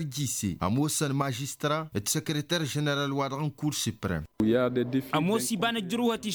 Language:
Tamasheq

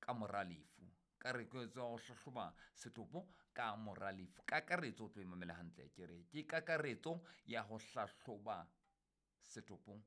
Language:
Southern Sotho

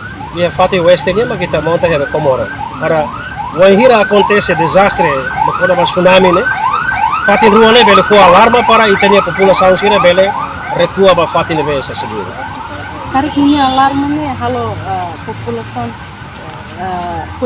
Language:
Tetum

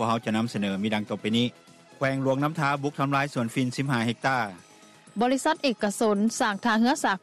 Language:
Lao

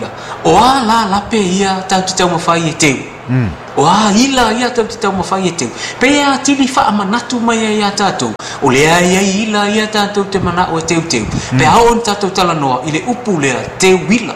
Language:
Samoan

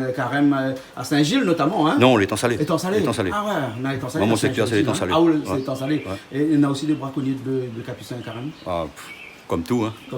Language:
Réunion Creole French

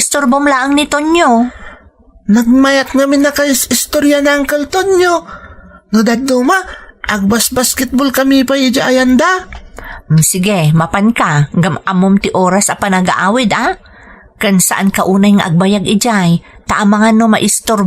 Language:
Iloko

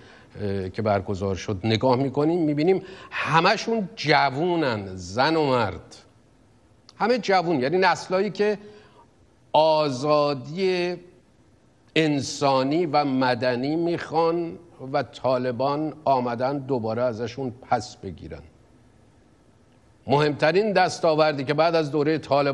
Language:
Persian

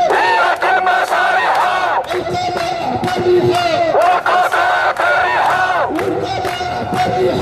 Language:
Arabic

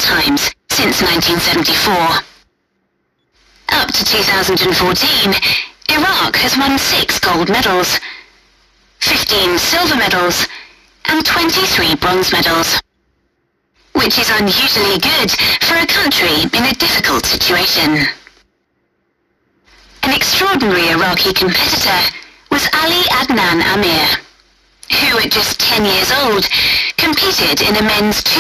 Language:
English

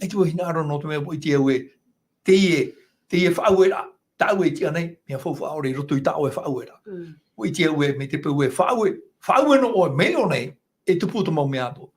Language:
Tahitian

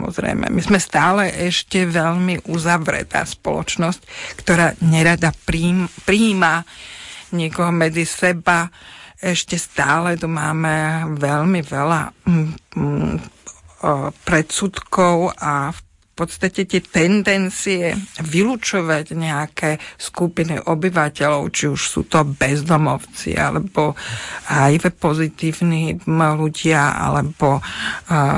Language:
Slovak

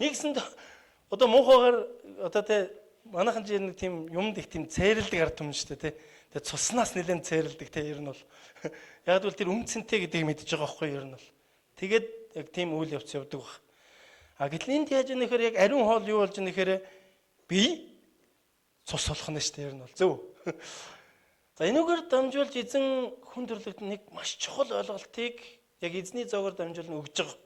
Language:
Mongolian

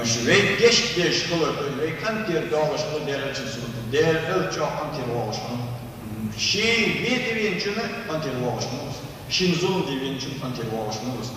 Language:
Ingush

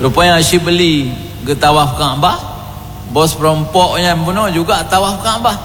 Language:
Achinese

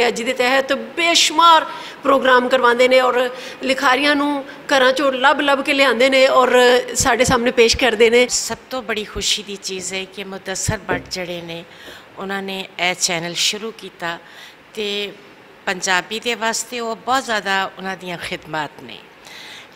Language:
Western Panjabi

